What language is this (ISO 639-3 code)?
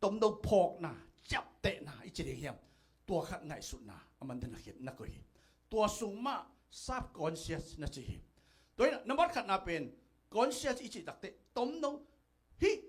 ctd